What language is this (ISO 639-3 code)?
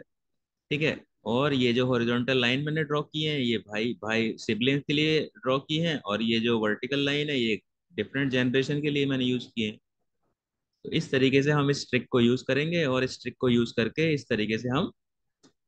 hin